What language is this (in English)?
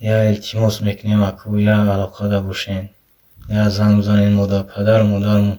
Tajik